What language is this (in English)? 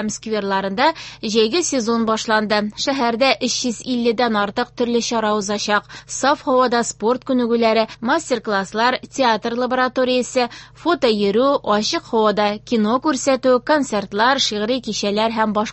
Tatar